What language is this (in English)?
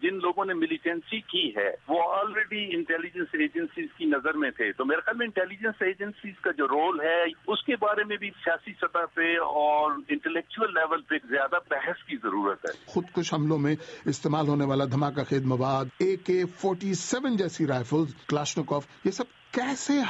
Urdu